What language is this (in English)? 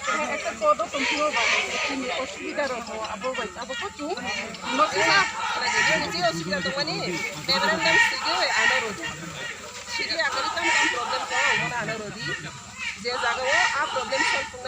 Riang (India)